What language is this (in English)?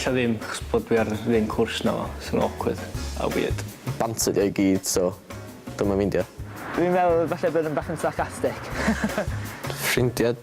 Welsh